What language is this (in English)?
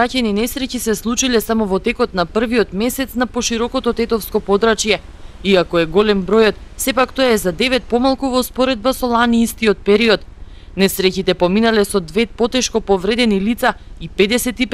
Macedonian